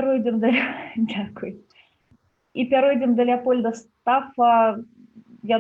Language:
Belarusian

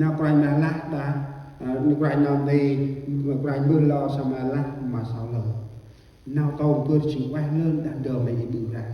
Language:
Central Mnong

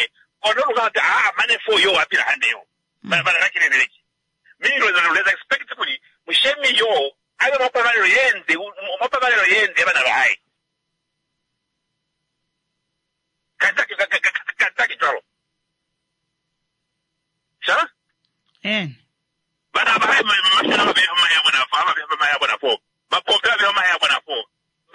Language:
Swahili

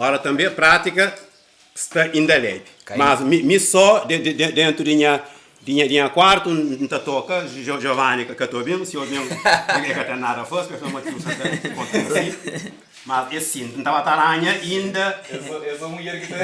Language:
Kabuverdianu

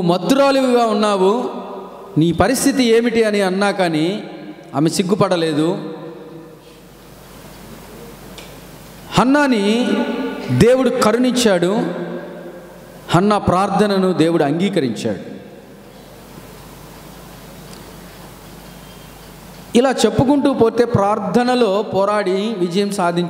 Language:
Telugu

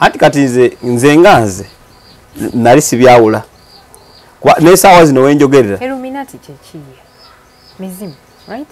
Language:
Ganda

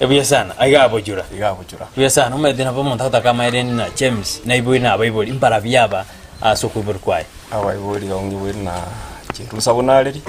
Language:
Gusii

